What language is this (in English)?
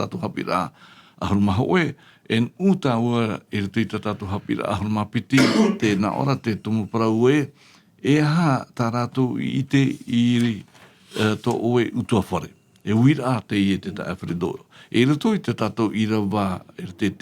Tahitian